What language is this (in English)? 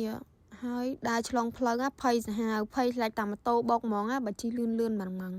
Khmer